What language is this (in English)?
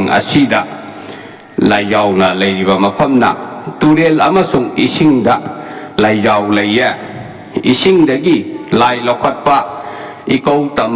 Manipuri